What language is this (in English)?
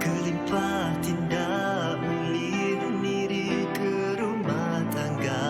Iban